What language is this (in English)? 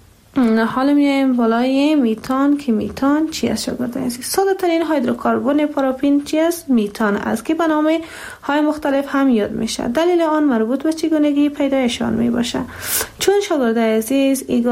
Persian